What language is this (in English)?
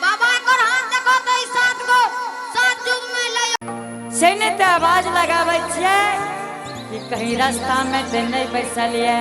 Angika